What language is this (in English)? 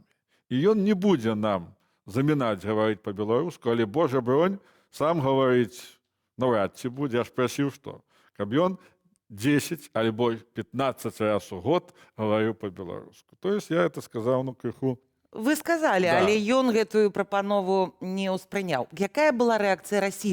Belarusian